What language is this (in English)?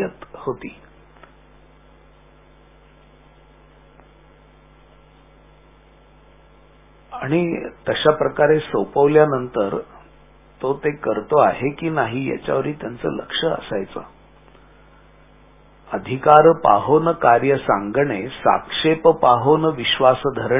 Marathi